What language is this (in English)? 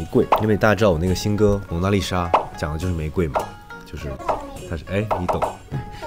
Chinese